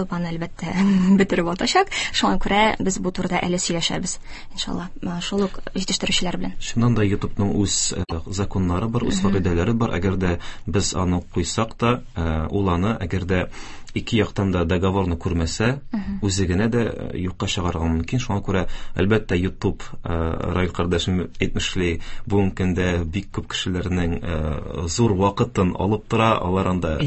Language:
Tatar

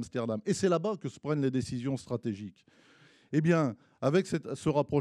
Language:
French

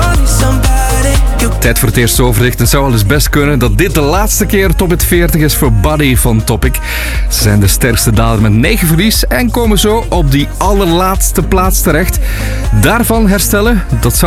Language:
Dutch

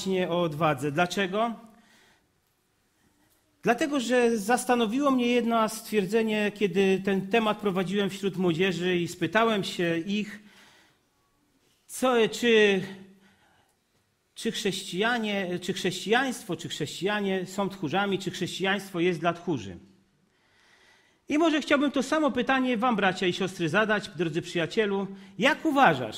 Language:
Polish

